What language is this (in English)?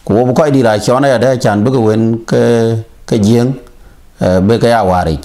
Dinka